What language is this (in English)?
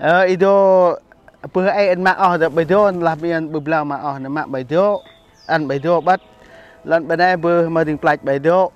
Central Mnong